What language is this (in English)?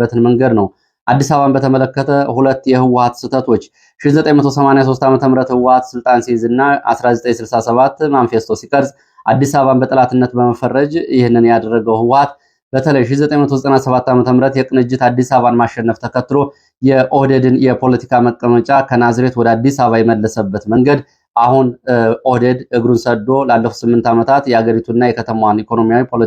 Amharic